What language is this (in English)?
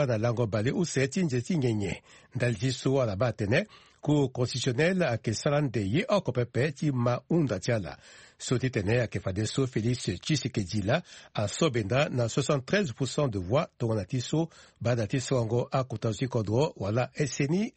Sango